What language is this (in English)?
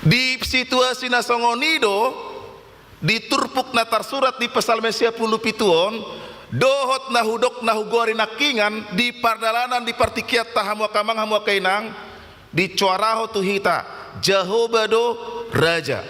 Batak Toba